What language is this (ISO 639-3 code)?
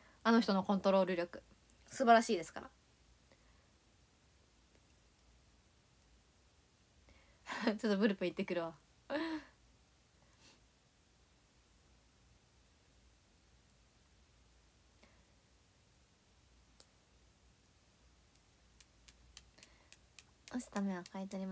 jpn